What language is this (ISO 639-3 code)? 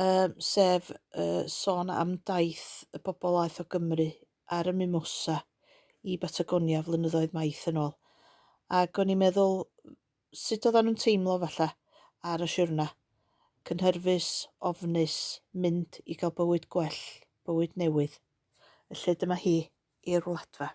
cym